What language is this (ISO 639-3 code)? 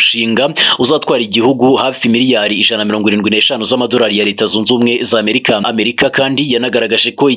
kin